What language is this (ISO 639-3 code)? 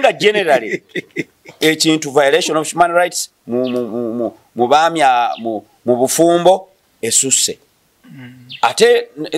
lug